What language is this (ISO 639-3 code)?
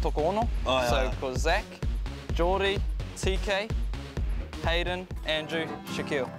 mri